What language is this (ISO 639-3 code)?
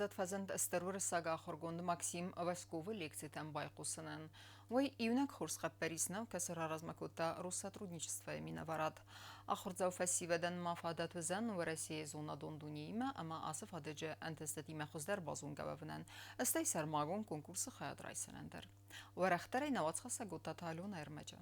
oss